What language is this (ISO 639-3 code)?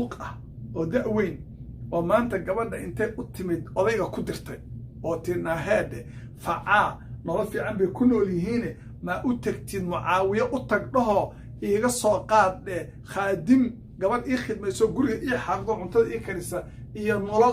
som